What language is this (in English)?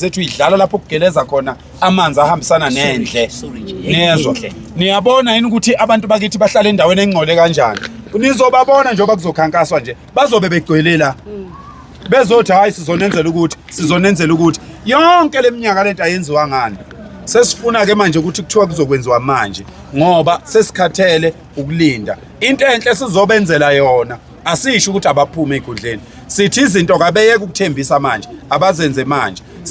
Zulu